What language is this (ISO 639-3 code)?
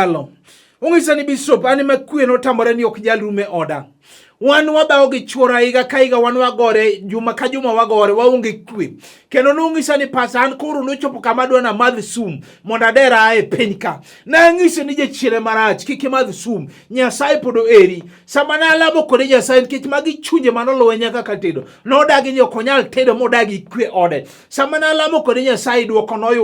luo